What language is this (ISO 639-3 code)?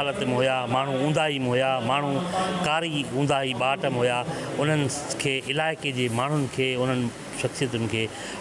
snd